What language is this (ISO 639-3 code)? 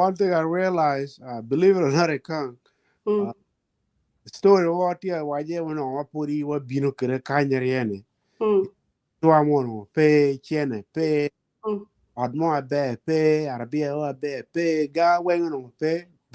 ach